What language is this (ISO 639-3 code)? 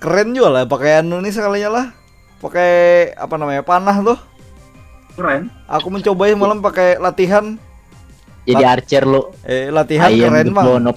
bjn